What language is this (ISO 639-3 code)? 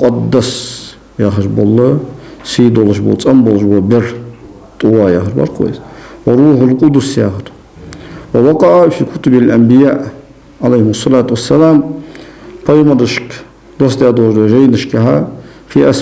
inh